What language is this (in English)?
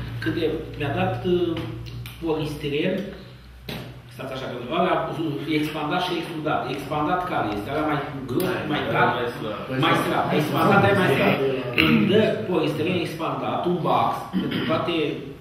Romanian